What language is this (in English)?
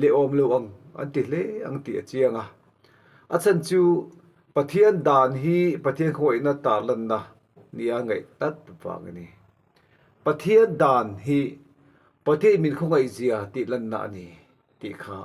Mizo